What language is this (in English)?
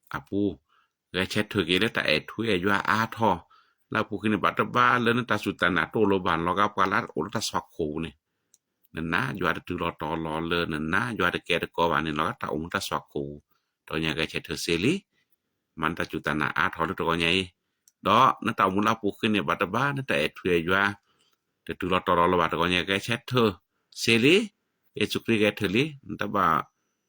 S'gaw Karen